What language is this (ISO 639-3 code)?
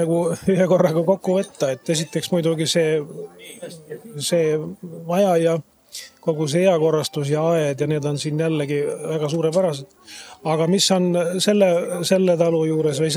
est